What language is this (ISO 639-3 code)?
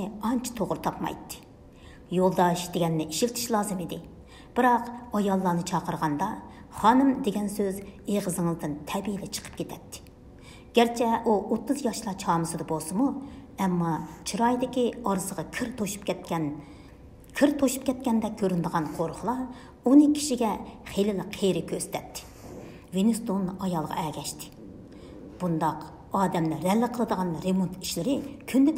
uig